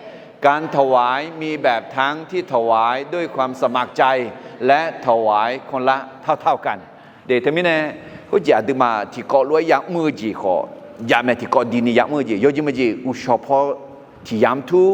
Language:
Akha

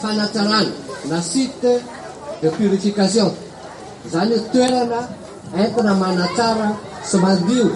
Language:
Malagasy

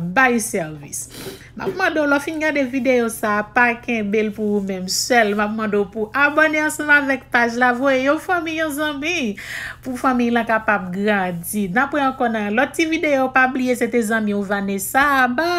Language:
Haitian Creole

